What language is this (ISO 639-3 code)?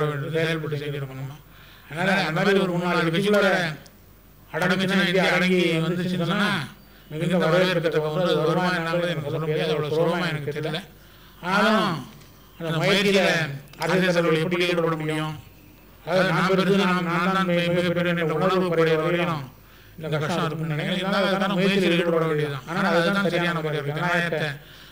tam